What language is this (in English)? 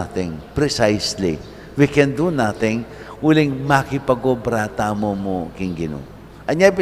Pampanga